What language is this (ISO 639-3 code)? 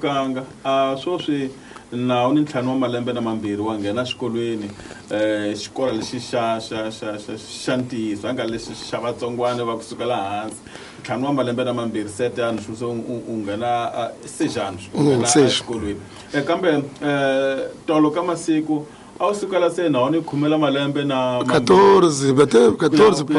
tso